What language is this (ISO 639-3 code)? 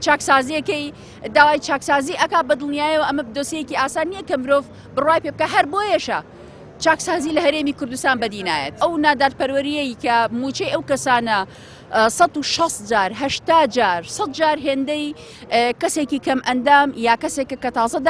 ckb